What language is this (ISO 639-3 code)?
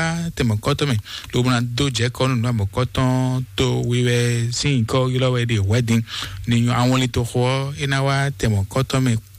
fon